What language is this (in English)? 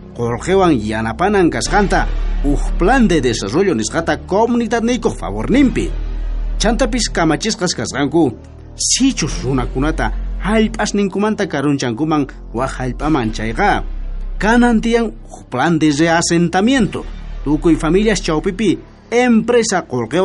South Bolivian Quechua